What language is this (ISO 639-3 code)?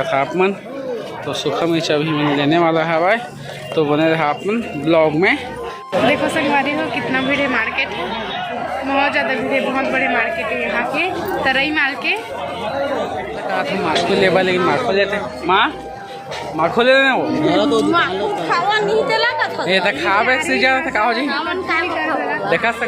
hne